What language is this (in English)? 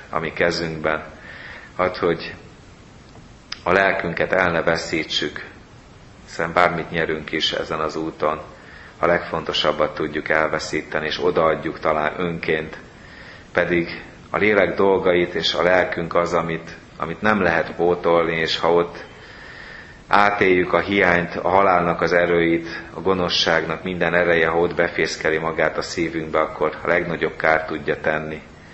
Hungarian